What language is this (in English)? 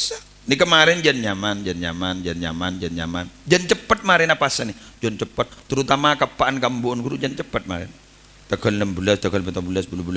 Madurese